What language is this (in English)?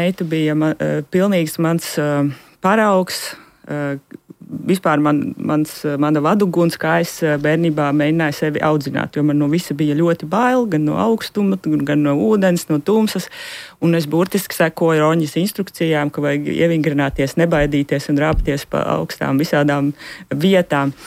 Latvian